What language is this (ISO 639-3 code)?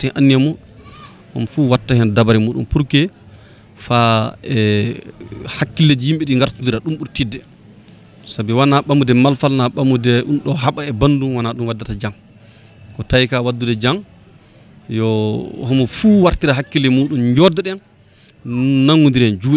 ful